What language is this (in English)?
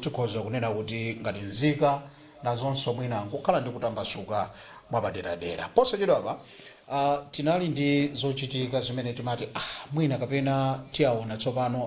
Nyanja